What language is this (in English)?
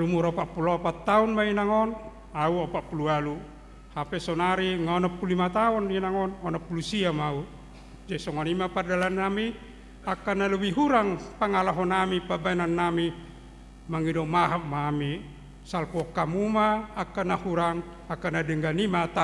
Batak Toba